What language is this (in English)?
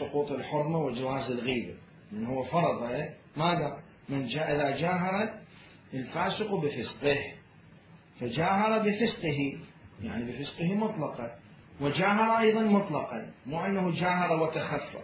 Mesopotamian Arabic